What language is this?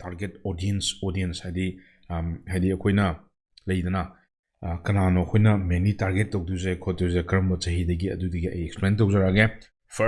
Manipuri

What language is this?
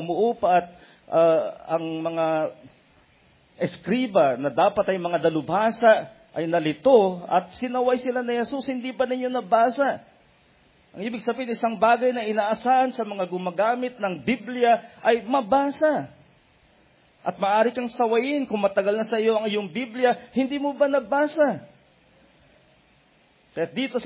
Filipino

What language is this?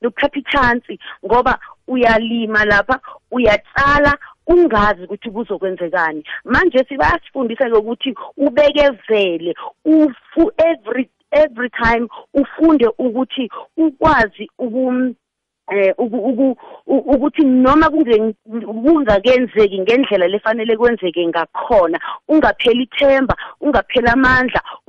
South Ndebele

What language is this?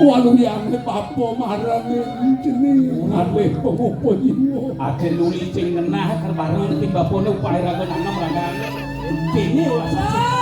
Balinese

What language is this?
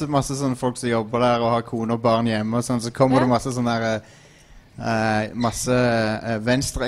Norwegian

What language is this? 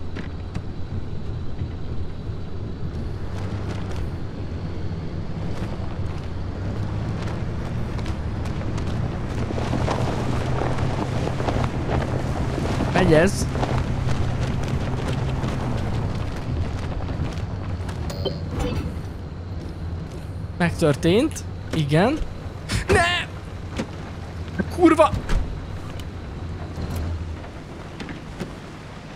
Hungarian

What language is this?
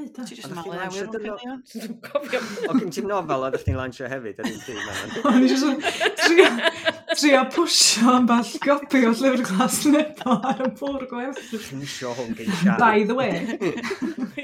Welsh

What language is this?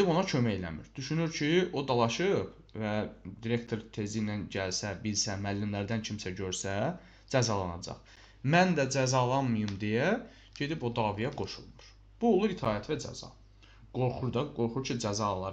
Azerbaijani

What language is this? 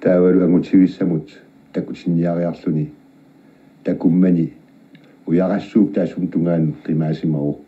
Kalaallisut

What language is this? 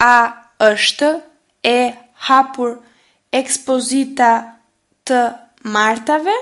Albanian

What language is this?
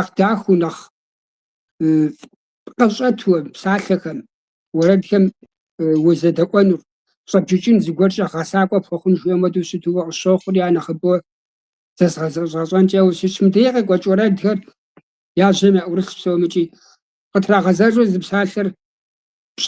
Kabardian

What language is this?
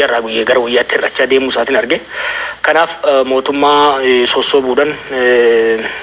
Oromo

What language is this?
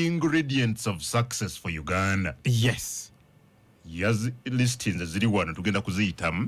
Ganda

